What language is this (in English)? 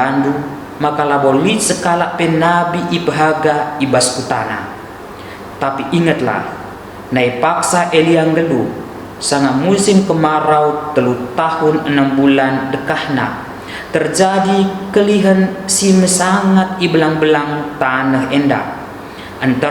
Batak Karo